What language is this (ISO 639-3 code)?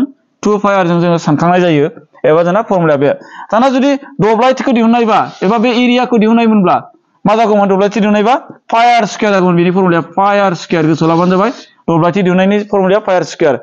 brx